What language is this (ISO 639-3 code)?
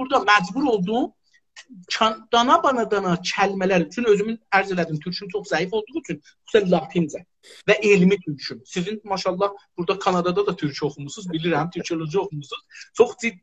azb